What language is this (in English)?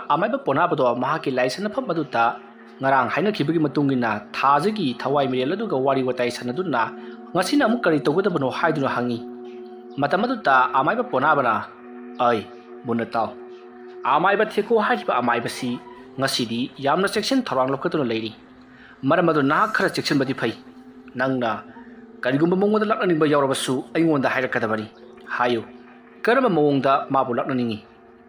Manipuri